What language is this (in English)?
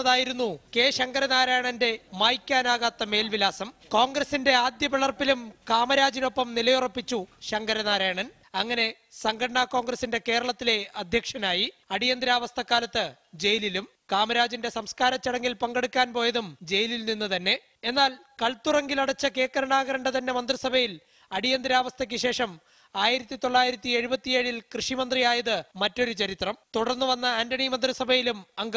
Malayalam